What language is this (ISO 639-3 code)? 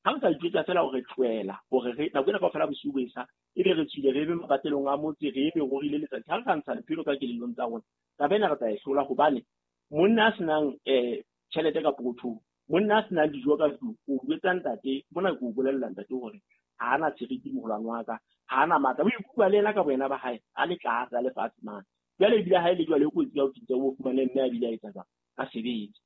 sot